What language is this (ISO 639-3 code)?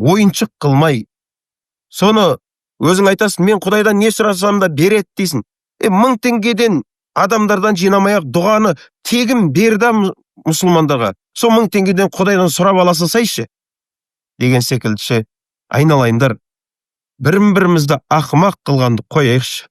kaz